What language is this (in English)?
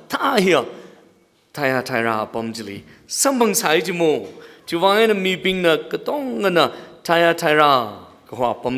Tangkhul Naga (India)